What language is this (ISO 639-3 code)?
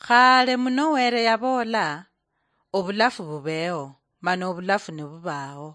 luy